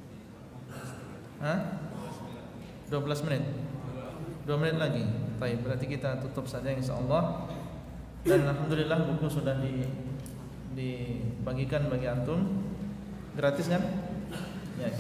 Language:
Indonesian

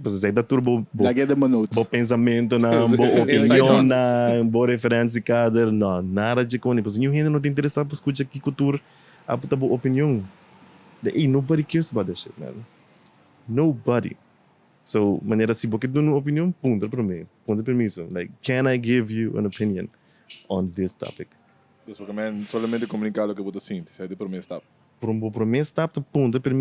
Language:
Papiamento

